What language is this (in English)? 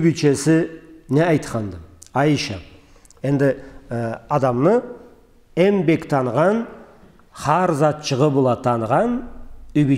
Karachay-Balkar